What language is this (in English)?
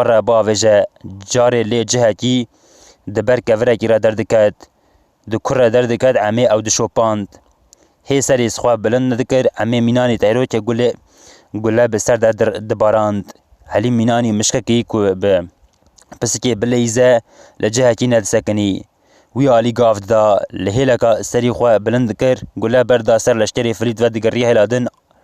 Kurdish